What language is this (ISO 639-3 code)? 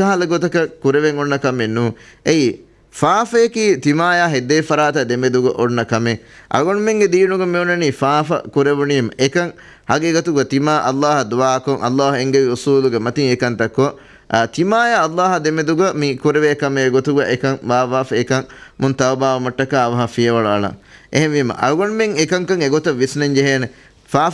div